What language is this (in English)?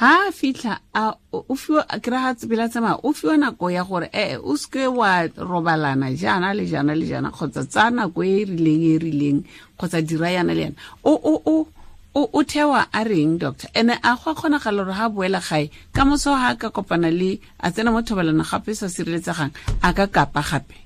Tswana